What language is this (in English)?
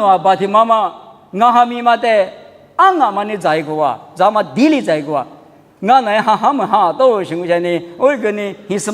Lisu